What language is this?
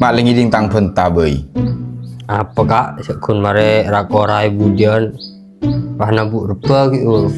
Madurese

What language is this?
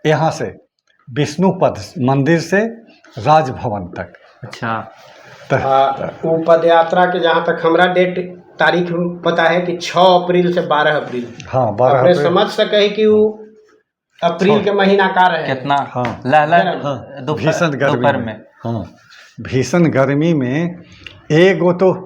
Magahi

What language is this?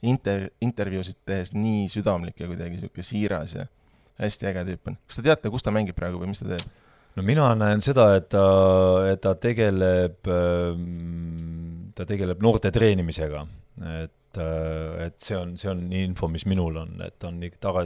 Estonian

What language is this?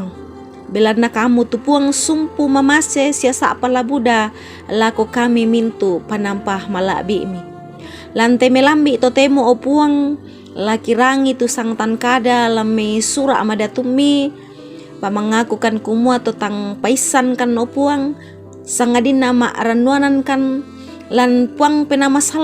Toraja-Sa'dan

